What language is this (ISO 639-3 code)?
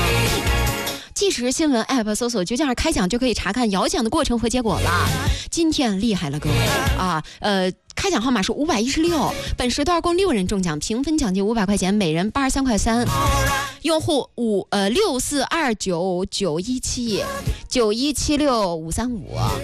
zho